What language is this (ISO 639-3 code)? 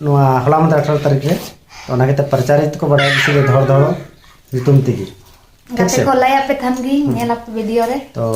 sat